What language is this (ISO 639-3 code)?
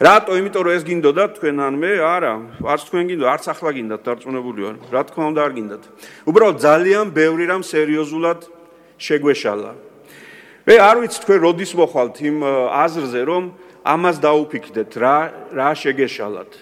kat